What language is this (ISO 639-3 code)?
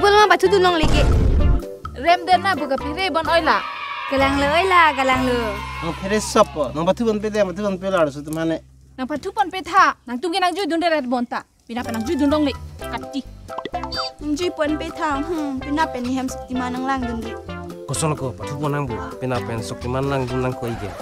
mjw